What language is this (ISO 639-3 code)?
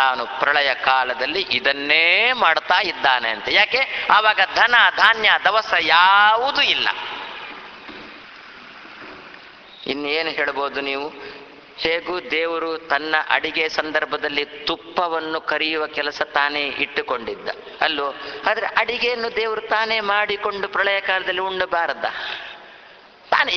kan